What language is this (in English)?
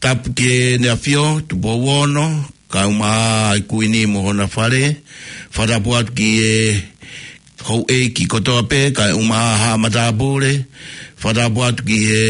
Tongan